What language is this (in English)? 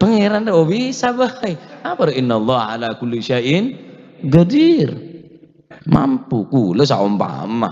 Madurese